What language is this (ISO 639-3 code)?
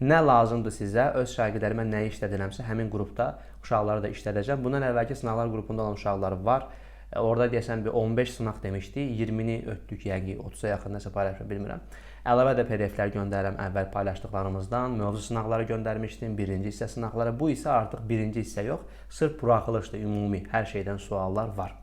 aze